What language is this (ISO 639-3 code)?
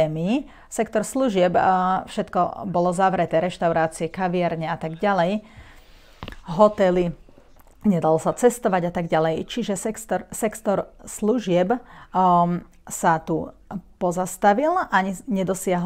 slk